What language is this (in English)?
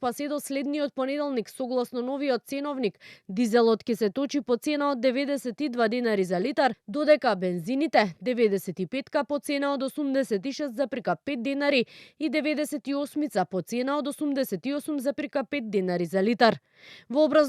Macedonian